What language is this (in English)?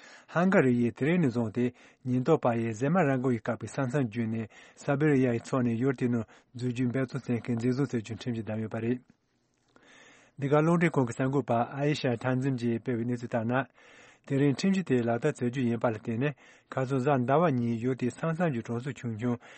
Tibetan